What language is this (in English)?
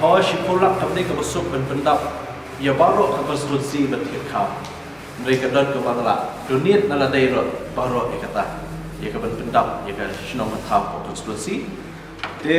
Khasi